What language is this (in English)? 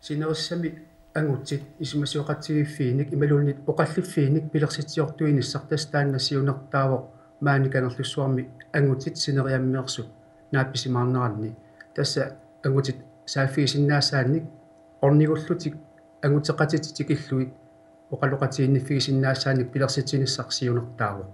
Kalaallisut